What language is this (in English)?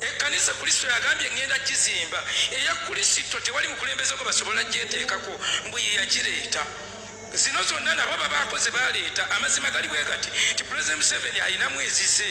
Ganda